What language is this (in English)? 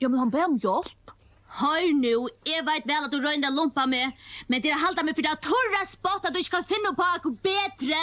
Faroese